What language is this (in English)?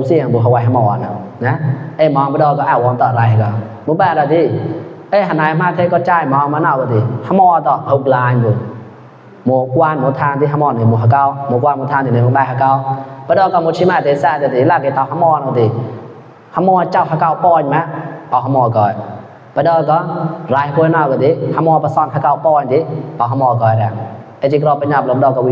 Mon